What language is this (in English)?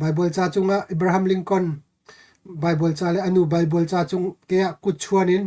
Hakha Chin